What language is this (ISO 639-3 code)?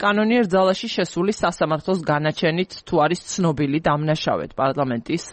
kat